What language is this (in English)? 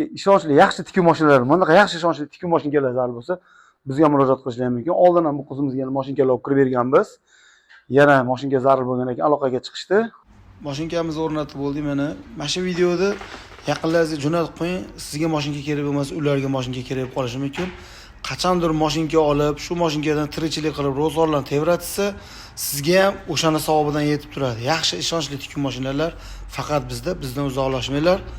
Uzbek